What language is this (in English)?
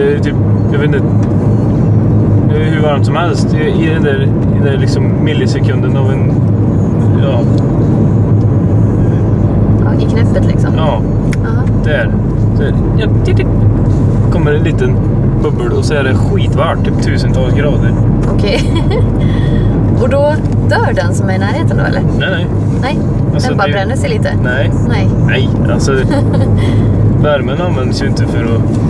Swedish